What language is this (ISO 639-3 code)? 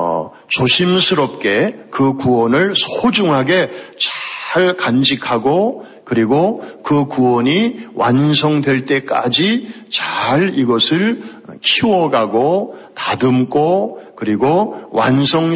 kor